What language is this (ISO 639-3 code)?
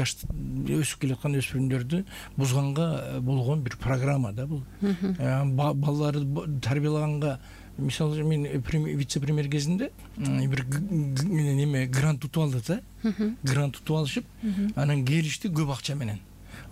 kir